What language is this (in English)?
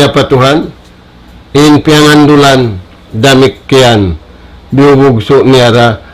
Tausug